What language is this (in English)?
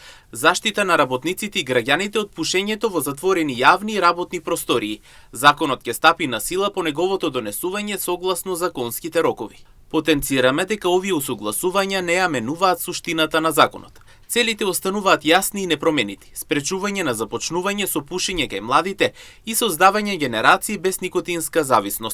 Macedonian